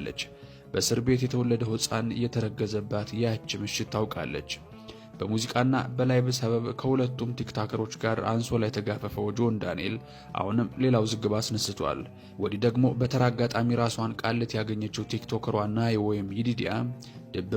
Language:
Amharic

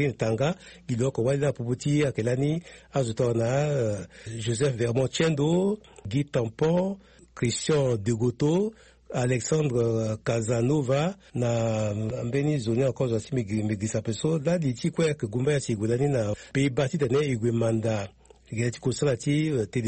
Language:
Sango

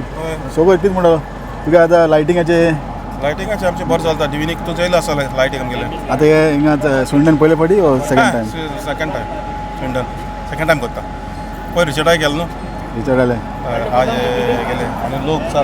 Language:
Konkani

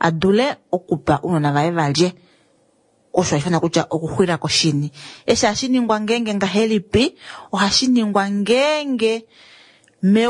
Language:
Kuanyama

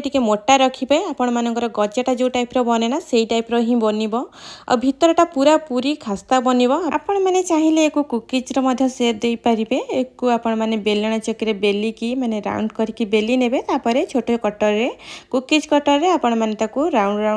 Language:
Odia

